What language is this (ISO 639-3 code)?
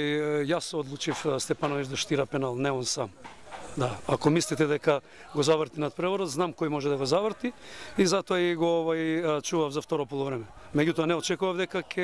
mkd